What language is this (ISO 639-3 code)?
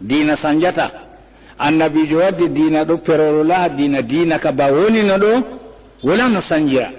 ful